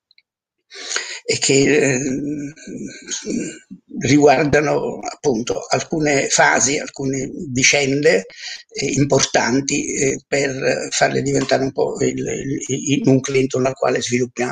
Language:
Italian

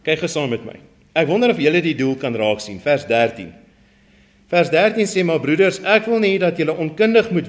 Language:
Afrikaans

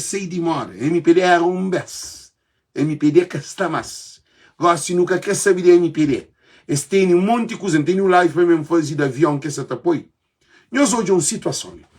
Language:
Kabuverdianu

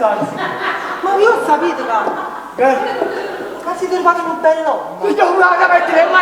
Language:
Neapolitan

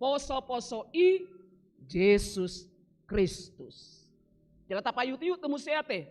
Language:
Batak Toba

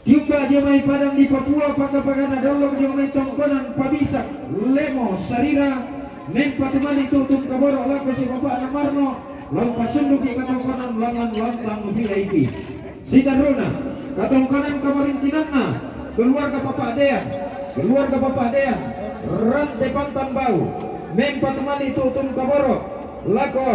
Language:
Toraja-Sa'dan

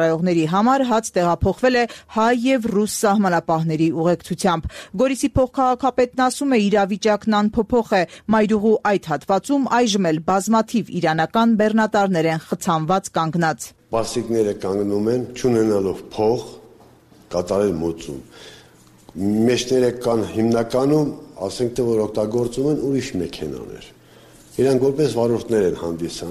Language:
Armenian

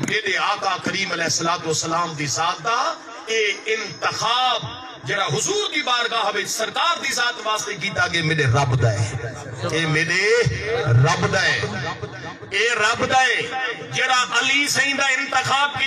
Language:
Saraiki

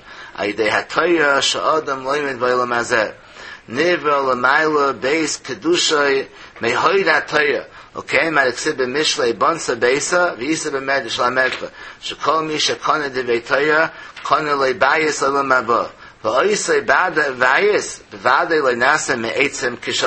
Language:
Yiddish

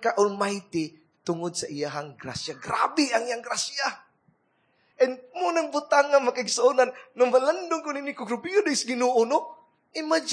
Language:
Cebuano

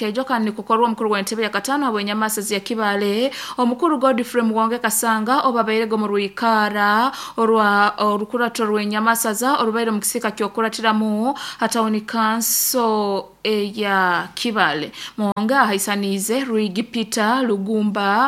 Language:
Nyoro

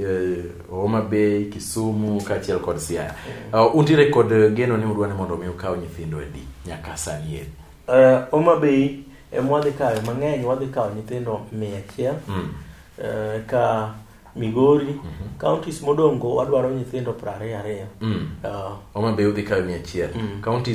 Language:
Luo (Kenya and Tanzania)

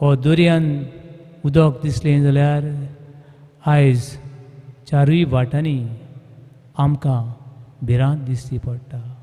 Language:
Konkani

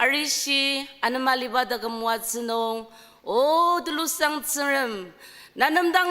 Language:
Ao Naga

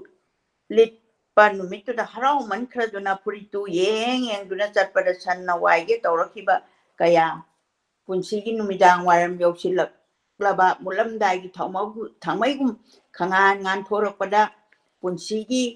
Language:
Manipuri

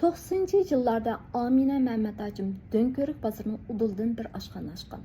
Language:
Uyghur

